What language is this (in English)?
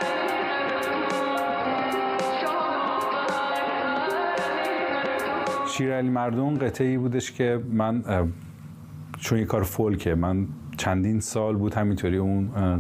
Persian